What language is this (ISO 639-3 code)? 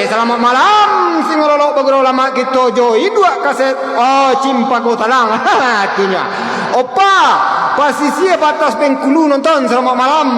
min